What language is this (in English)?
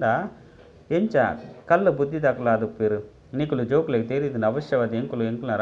Tulu